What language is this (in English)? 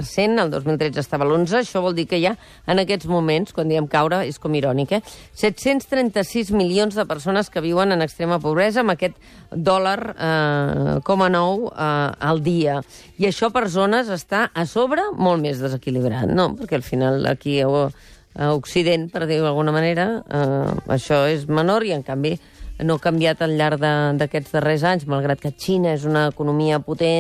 Catalan